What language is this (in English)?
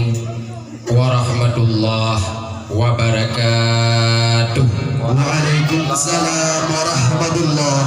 Achinese